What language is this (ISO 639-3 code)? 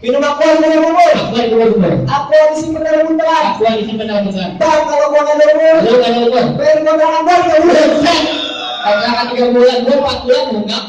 bew